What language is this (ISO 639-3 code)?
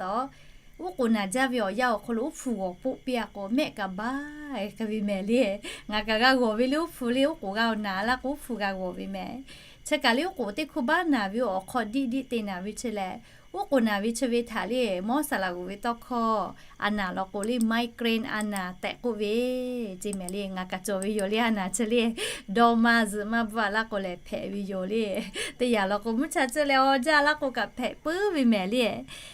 lhu